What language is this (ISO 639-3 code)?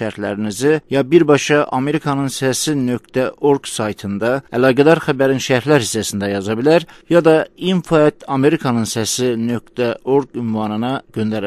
azb